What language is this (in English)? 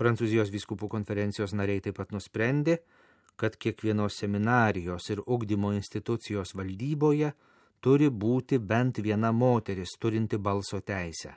Lithuanian